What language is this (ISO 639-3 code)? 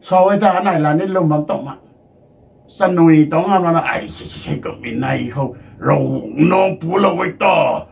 nbu